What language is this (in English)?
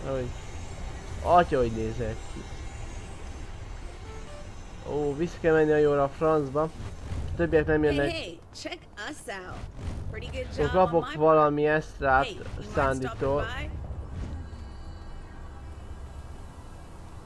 Hungarian